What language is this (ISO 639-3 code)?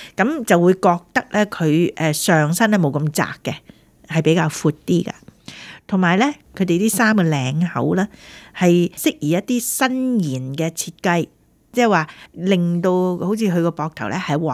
yue